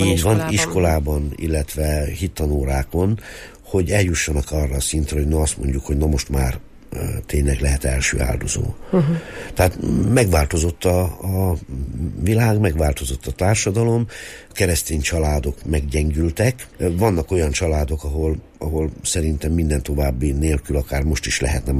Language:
Hungarian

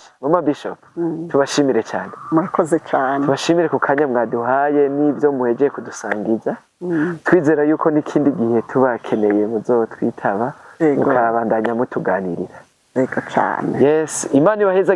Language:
Rundi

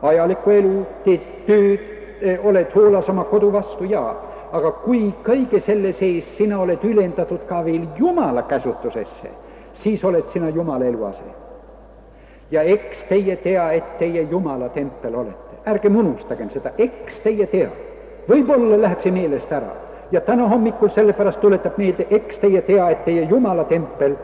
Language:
Estonian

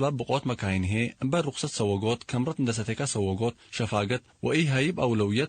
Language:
Tigre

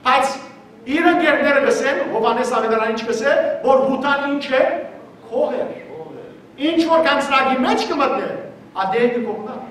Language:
Western Armenian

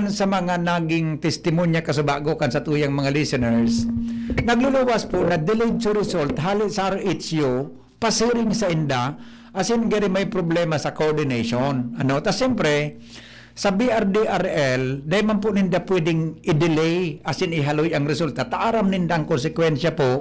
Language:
Bikol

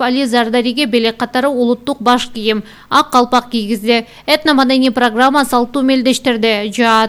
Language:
Kyrgyz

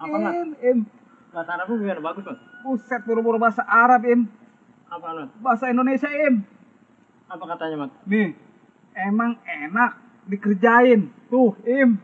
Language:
Betawi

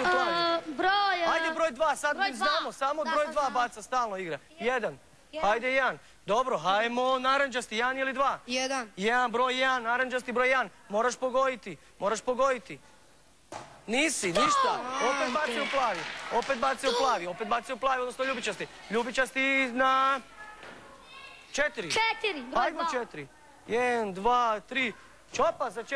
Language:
Croatian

